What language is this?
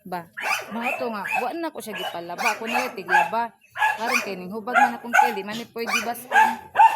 Cebuano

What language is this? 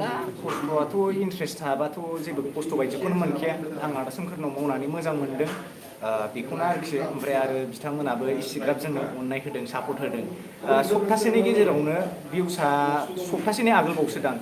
Bodo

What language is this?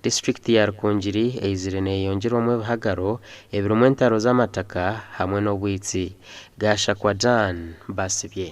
Nyankole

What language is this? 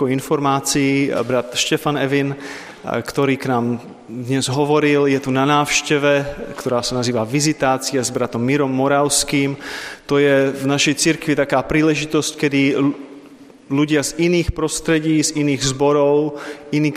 Slovak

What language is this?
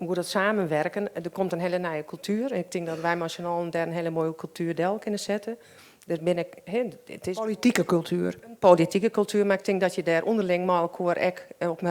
Western Frisian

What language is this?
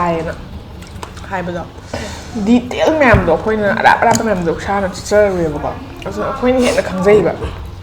Manipuri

